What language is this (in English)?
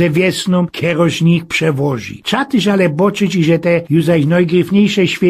Silesian